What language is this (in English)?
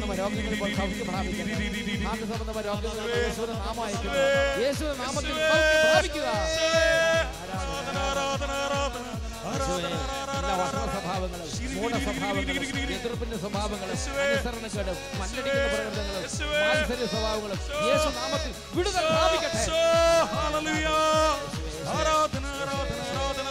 Malayalam